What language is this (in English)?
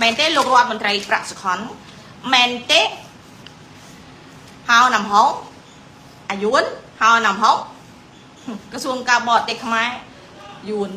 Khmer